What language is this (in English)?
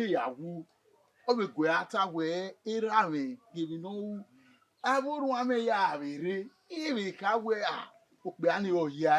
Bini